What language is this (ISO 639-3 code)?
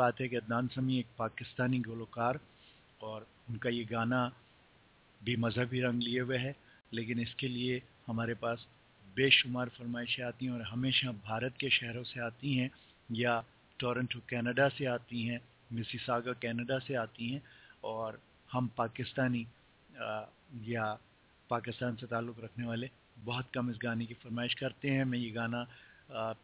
urd